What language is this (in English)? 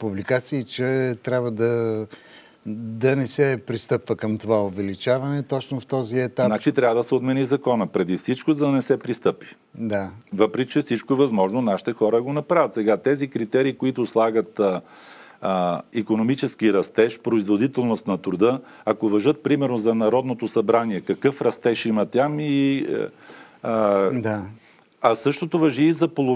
Bulgarian